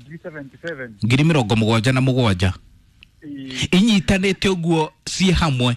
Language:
Kikuyu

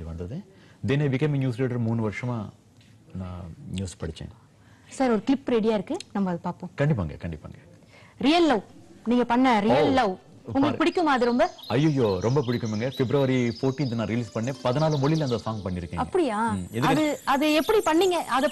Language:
Tamil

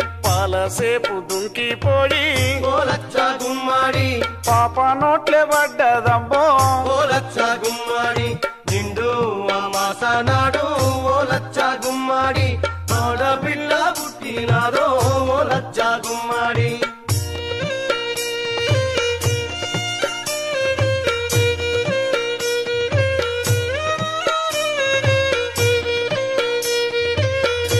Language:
Telugu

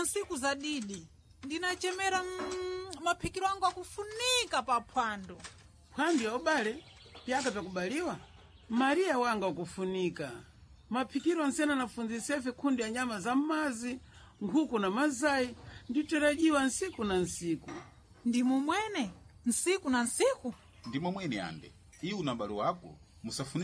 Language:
Sena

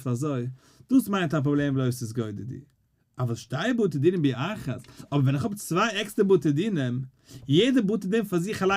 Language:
Yiddish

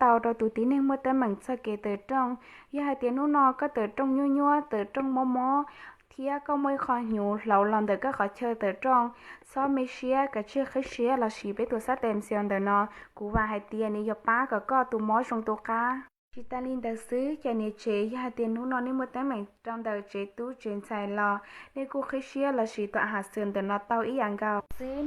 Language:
Hmong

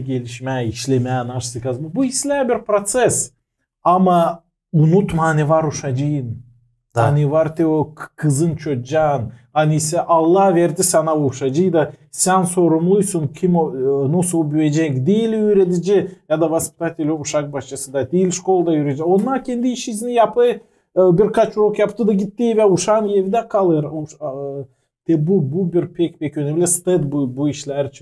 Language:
Gagauz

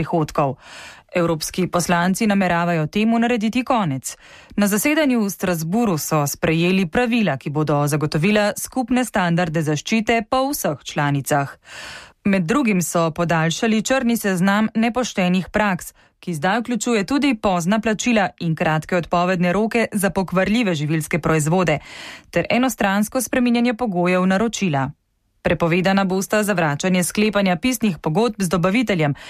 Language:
Slovenian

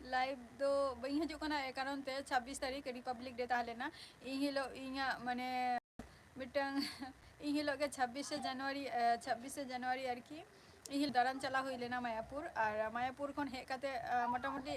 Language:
Santali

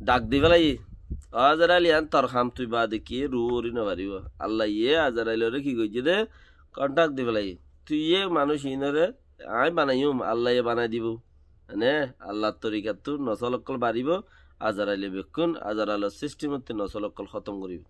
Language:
Rohingya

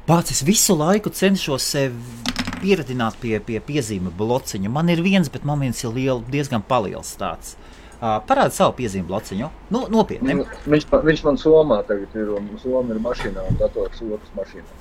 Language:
Latvian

